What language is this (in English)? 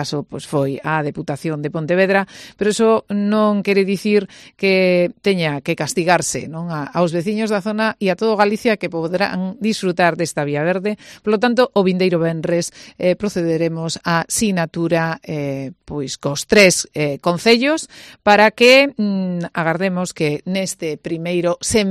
Galician